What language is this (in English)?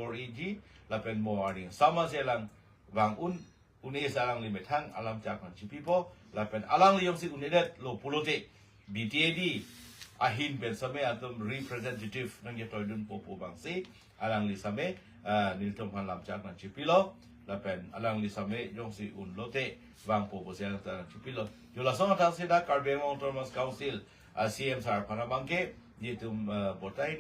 Karbi